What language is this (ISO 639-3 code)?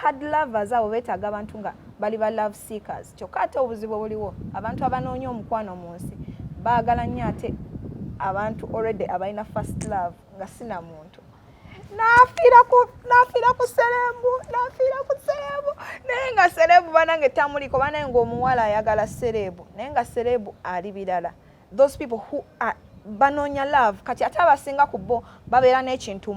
lug